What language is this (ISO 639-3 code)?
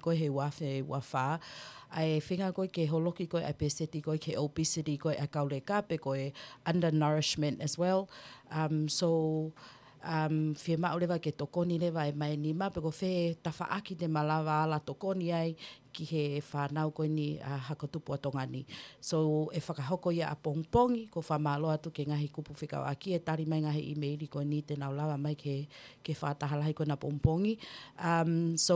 ton